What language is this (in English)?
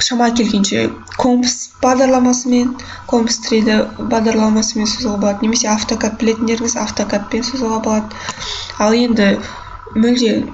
Kazakh